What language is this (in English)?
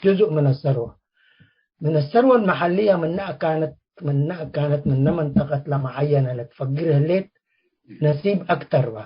Tigre